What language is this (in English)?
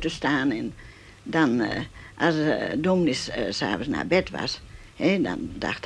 Western Frisian